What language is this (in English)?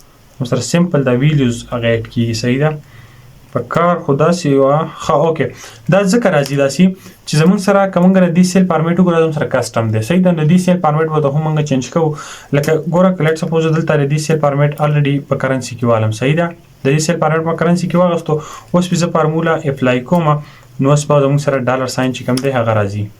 Pashto